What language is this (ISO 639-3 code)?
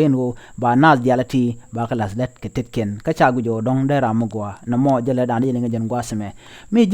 nus